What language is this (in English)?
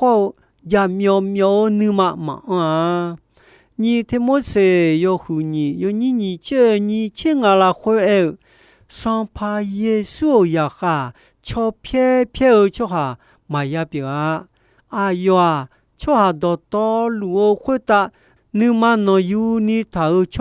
Akha